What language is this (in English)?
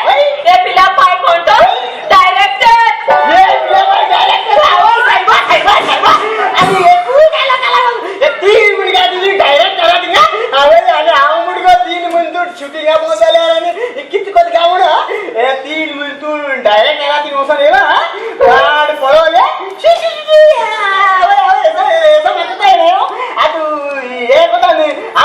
Konkani